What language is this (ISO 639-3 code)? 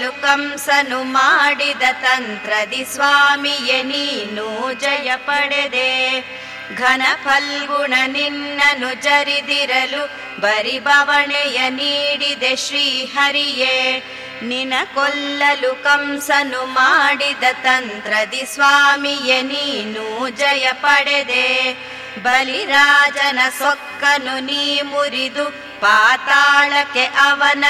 kan